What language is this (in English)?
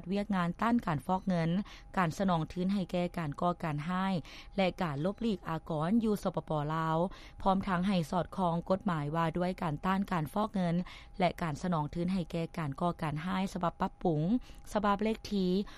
Lao